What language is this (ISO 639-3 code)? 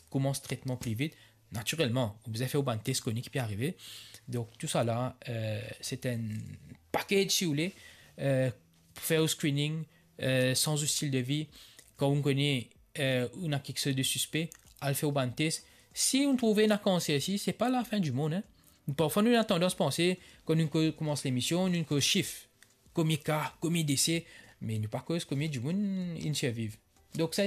mfe